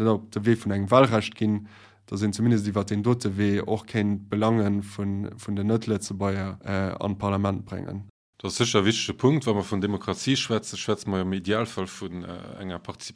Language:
Luxembourgish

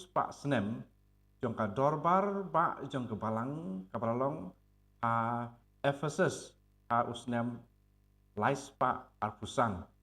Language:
Khasi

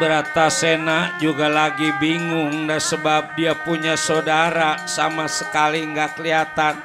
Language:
Betawi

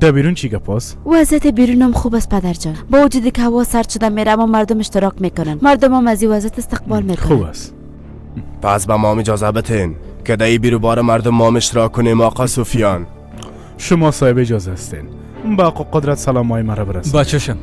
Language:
Persian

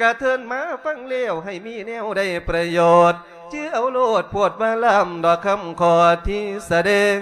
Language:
Lao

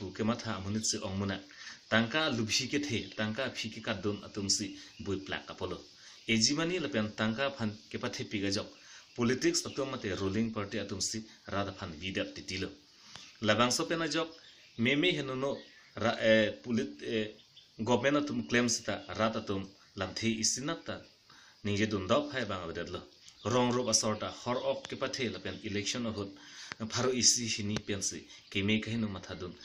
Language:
Karbi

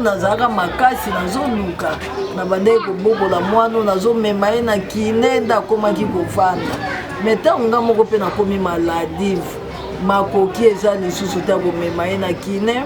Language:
Lingala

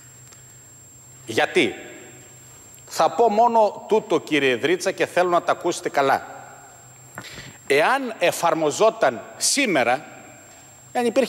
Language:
Greek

